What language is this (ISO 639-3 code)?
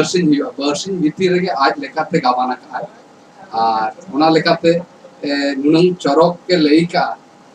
sat